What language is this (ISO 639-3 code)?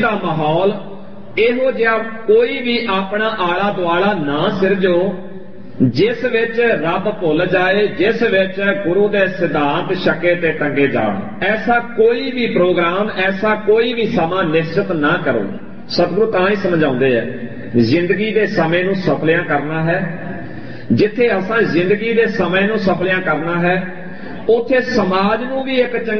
pan